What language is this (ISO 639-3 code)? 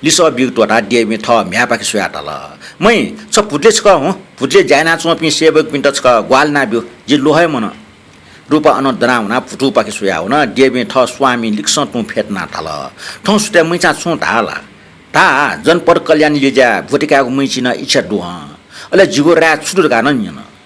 new